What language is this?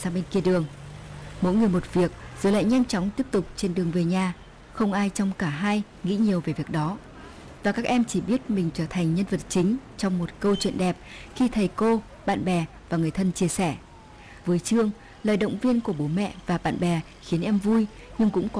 Vietnamese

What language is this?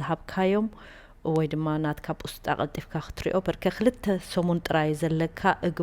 Tigrinya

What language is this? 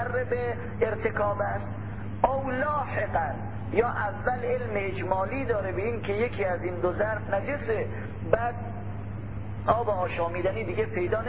Persian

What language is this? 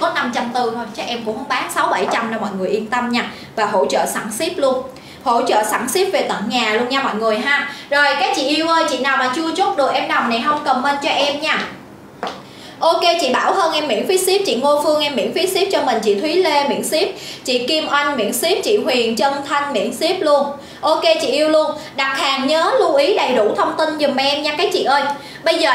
Vietnamese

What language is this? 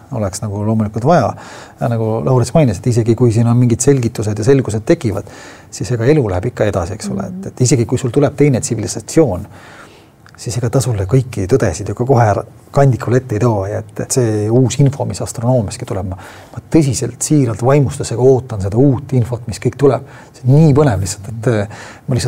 Estonian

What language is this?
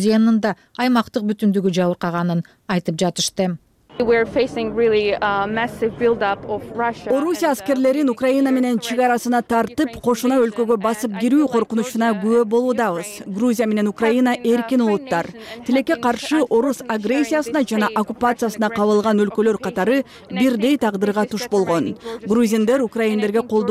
Kyrgyz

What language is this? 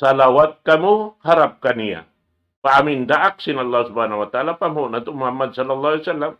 Tausug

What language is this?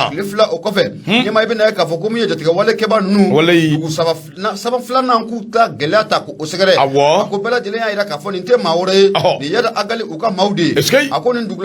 Bambara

